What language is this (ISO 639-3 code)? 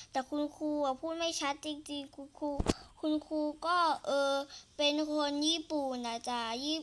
tha